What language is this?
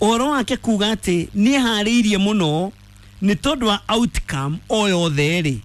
Kikuyu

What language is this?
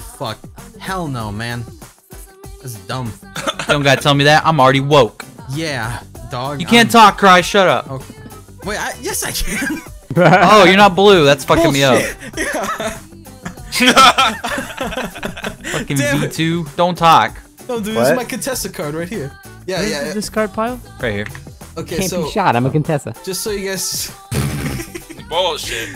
English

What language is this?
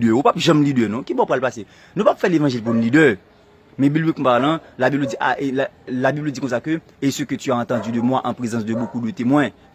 Haitian Creole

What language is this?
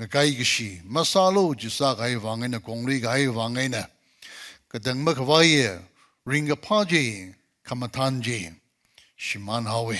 Tangkhul Naga (India)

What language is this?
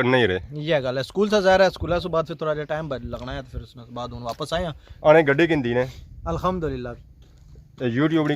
Pahari-Potwari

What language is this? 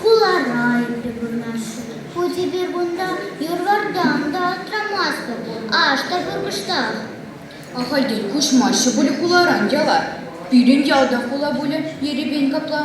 Chuvash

